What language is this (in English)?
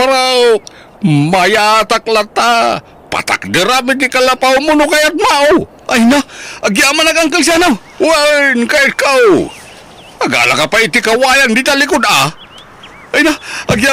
Iloko